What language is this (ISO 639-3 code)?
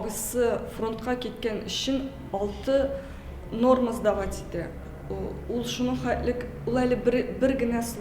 tat